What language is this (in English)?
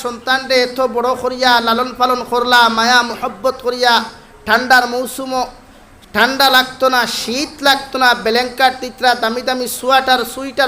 Sylheti